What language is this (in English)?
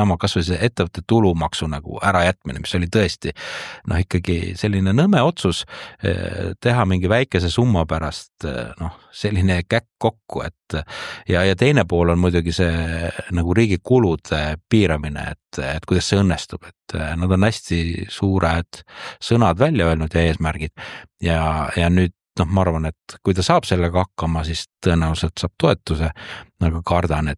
Estonian